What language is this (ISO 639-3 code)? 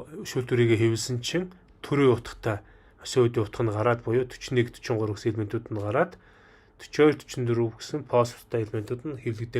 mon